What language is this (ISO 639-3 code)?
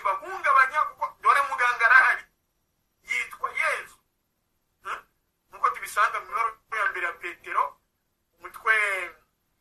kin